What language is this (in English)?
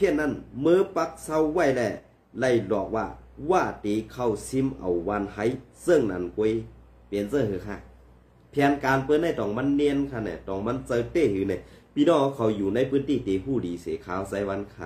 Shan